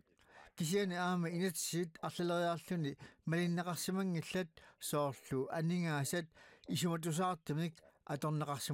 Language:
Kalaallisut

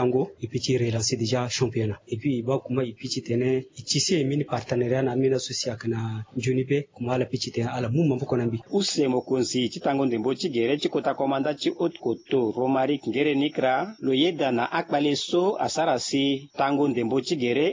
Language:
Sango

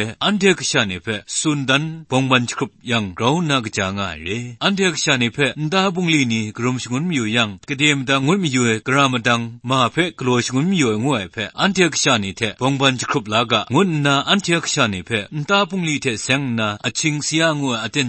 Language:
Kachin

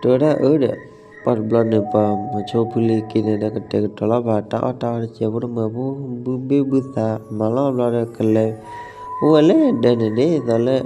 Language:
S'gaw Karen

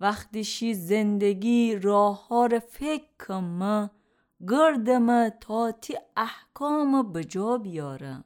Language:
Gilaki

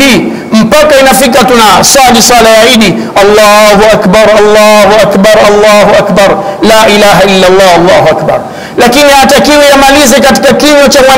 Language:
Swahili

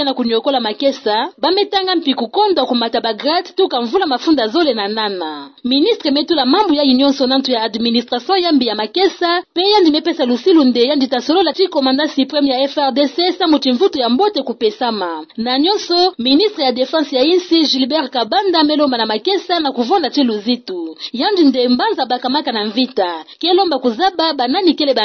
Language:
Kituba (Democratic Republic of Congo)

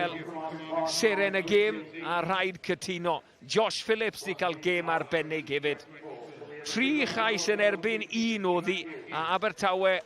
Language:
Welsh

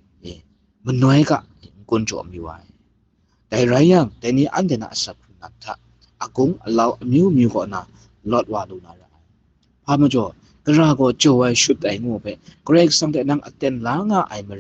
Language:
Kachin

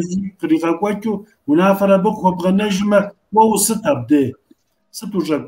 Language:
Kabardian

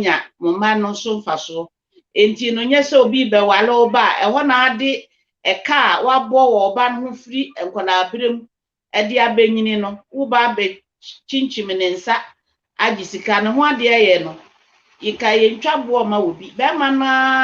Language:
Akan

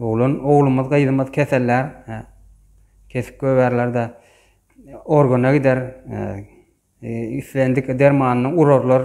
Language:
Turkmen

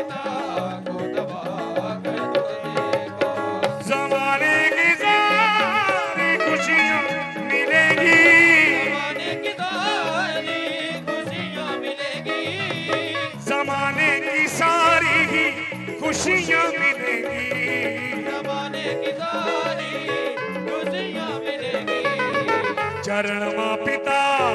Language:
Hindi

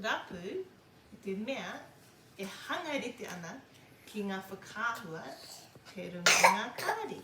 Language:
Māori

